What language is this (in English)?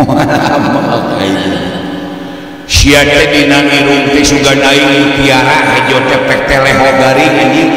Sundanese